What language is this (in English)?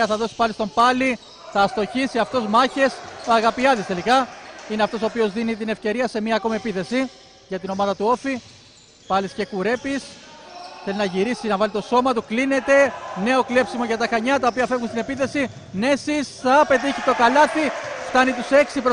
Greek